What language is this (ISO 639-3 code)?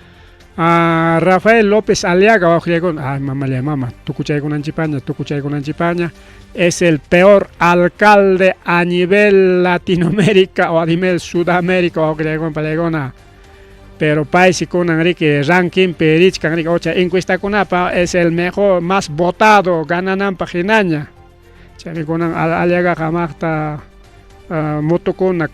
quy